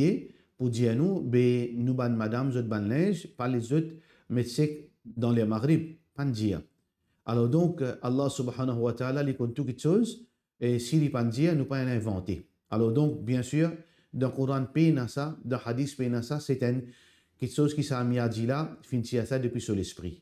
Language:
Morisyen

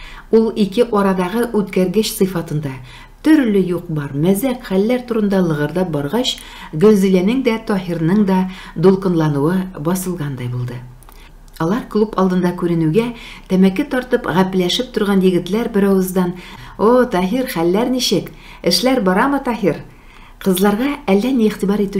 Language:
Tatar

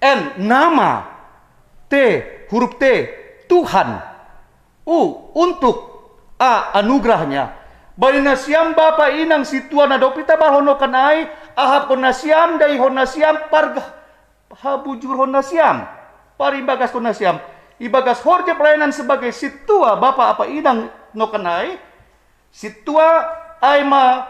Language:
Batak Simalungun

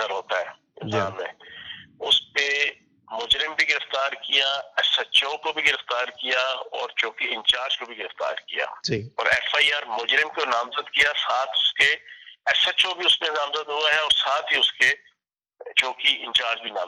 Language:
Urdu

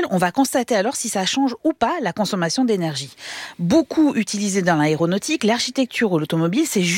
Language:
French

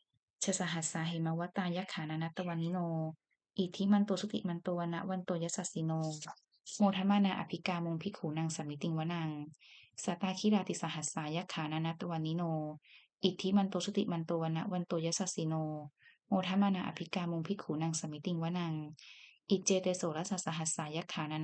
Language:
Pali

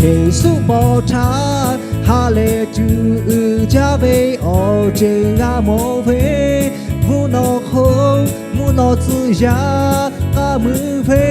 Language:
Lahu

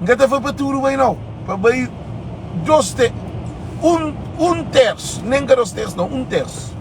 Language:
Kabuverdianu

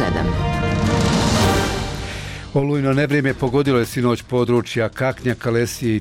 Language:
Bosnian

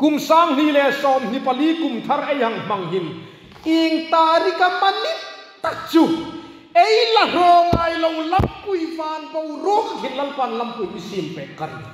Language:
Hmar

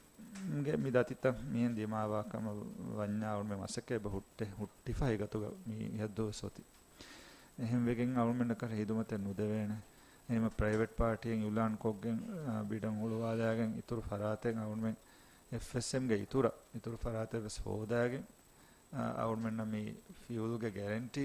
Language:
Divehi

